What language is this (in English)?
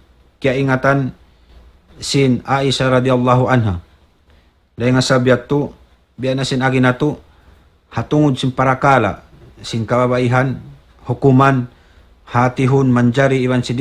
Tausug